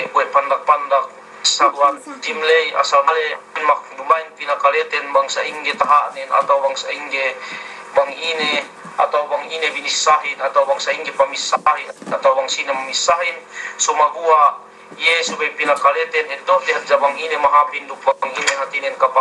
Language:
Yakan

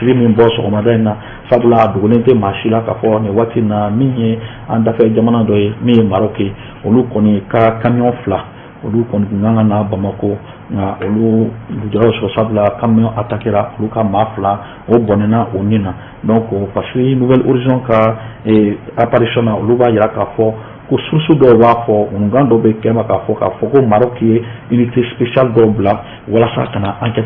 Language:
Bambara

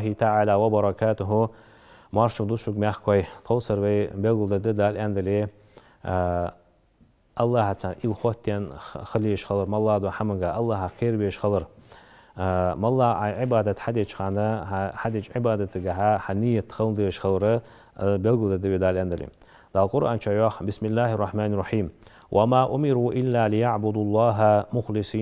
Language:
Ingush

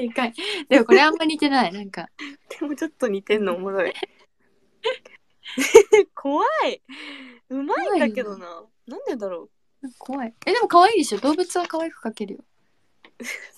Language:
Japanese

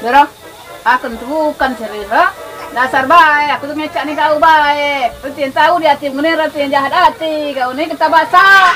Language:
Musi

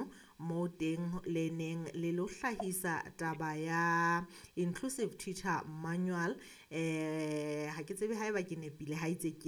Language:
Southern Sotho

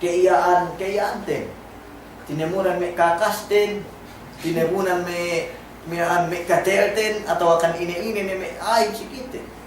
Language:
Yakan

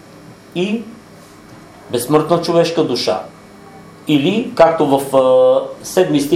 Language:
Bulgarian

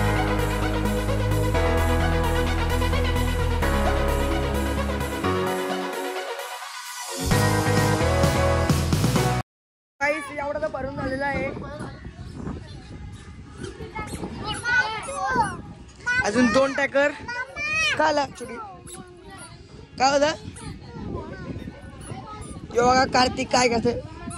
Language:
Marathi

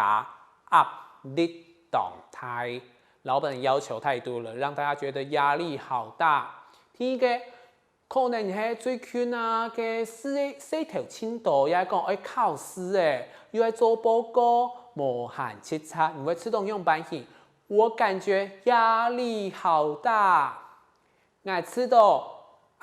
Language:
Hakka Chinese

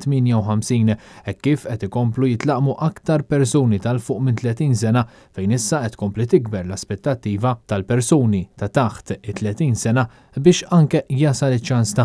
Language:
Maltese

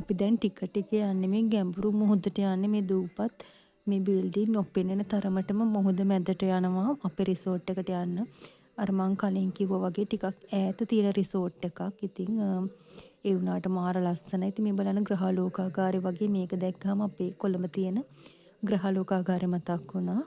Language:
Sinhala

